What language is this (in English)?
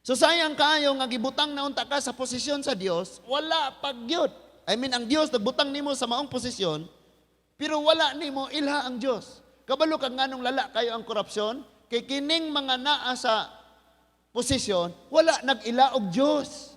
Cebuano